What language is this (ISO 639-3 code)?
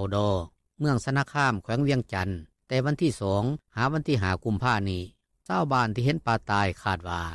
lao